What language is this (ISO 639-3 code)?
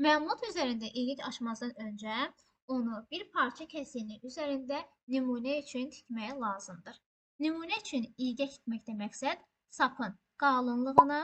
aze